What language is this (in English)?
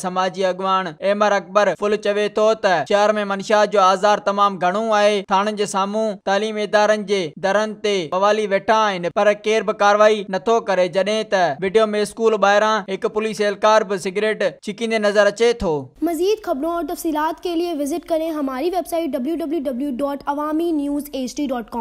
Sindhi